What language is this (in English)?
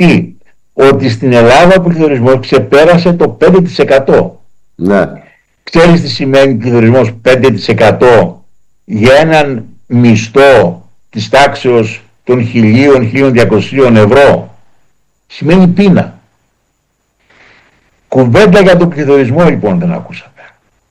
Greek